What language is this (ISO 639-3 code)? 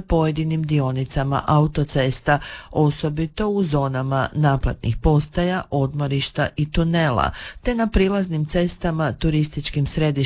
hrv